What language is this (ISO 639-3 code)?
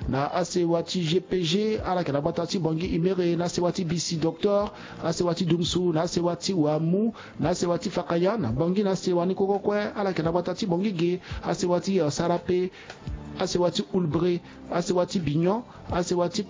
sag